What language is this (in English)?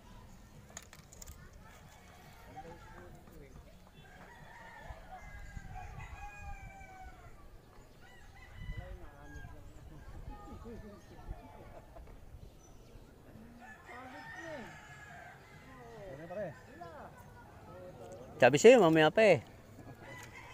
Filipino